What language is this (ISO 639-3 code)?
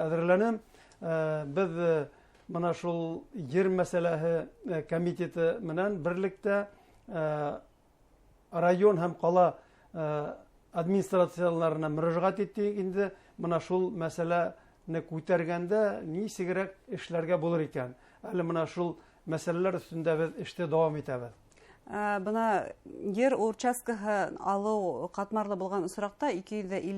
bak